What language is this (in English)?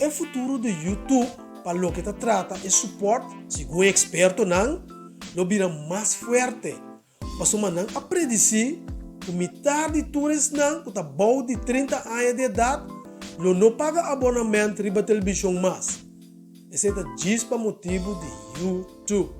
Papiamento